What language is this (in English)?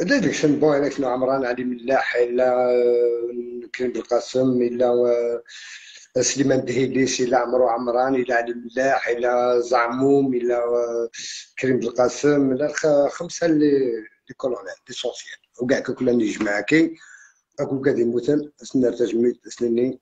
Algerian Arabic